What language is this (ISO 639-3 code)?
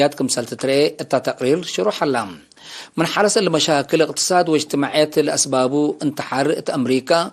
tig